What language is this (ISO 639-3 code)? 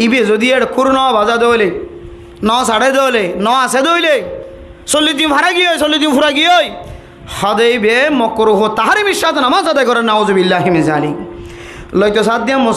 rhg